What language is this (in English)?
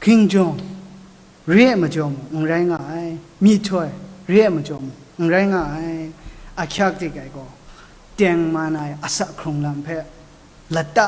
Kachin